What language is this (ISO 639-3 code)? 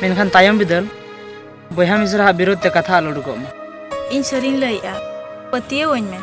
sat